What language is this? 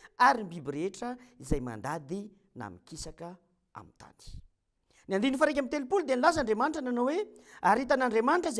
Malagasy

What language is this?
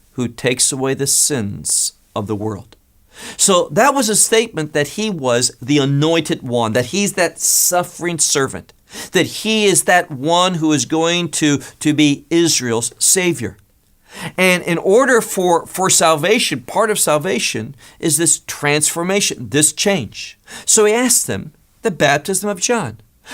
English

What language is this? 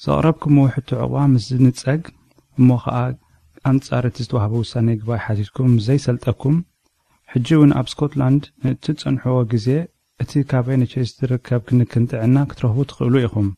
Tigrinya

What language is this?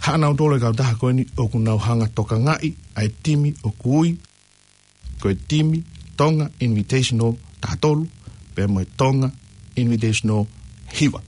Tongan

